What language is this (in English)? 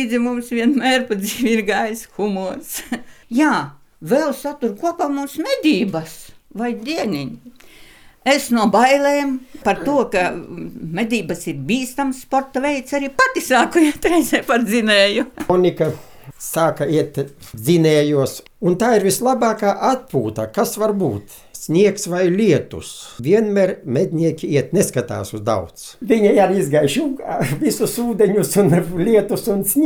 Latvian